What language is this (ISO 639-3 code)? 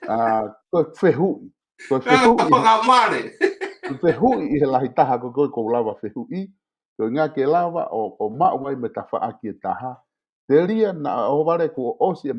ton